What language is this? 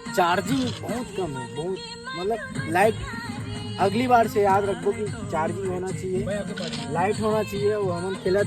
Chhattisgarhi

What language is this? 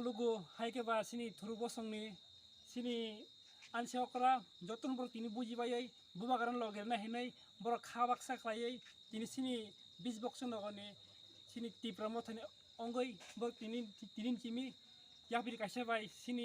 Kok Borok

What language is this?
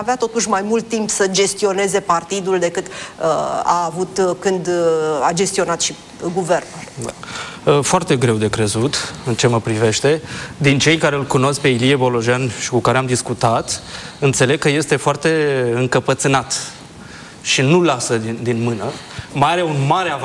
Romanian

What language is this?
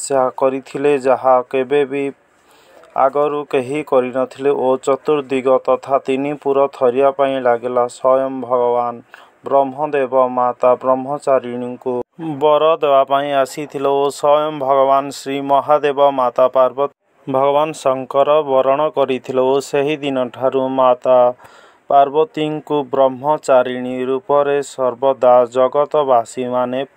Odia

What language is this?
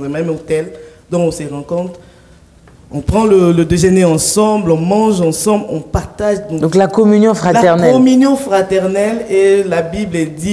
French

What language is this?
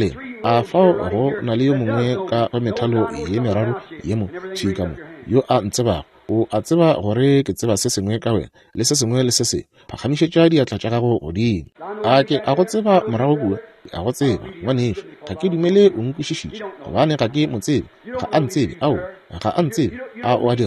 Northern Sotho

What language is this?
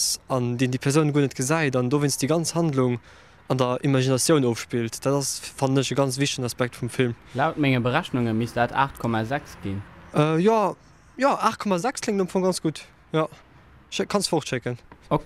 Luxembourgish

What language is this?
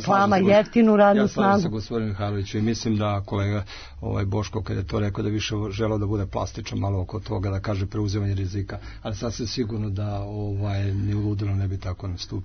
Serbian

